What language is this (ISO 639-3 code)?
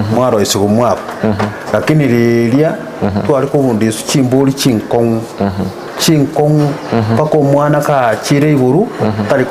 guz